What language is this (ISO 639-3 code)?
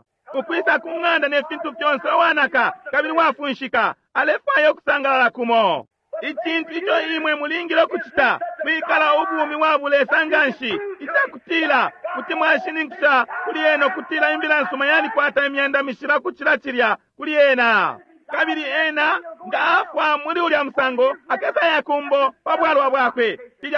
bem